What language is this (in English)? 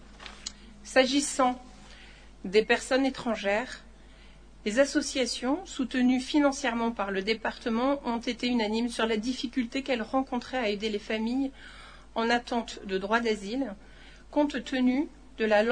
French